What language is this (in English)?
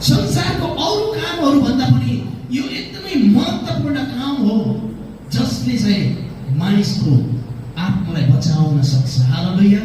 Nepali